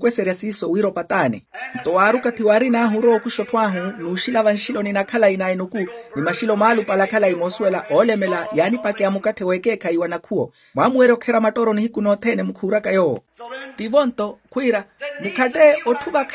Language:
Makhuwa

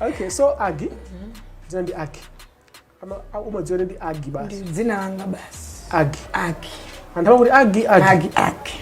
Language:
Nyanja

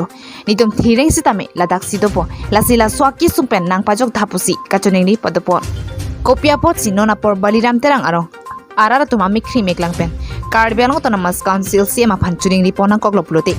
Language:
Karbi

